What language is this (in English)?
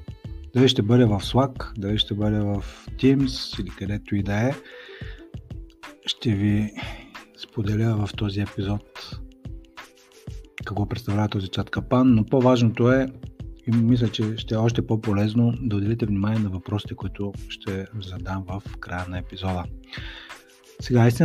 Bulgarian